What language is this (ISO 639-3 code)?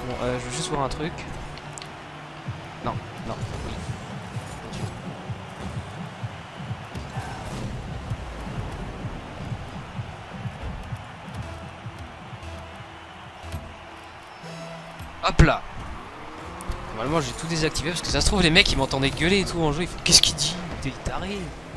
fra